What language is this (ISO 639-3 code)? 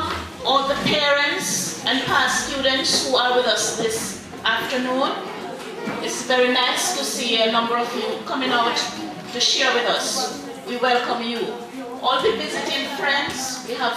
jam